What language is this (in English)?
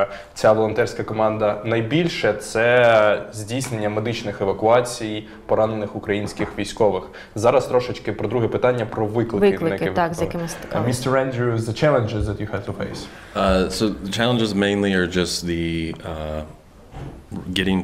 Ukrainian